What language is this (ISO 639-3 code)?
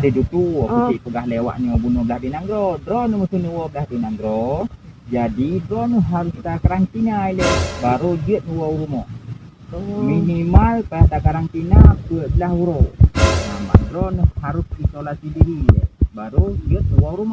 ace